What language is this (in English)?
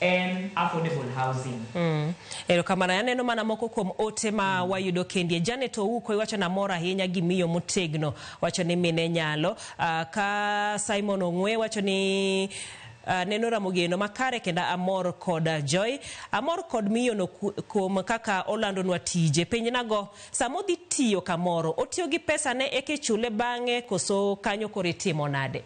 Luo (Kenya and Tanzania)